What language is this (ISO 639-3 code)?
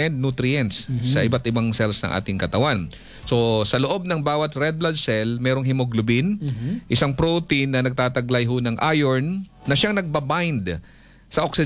fil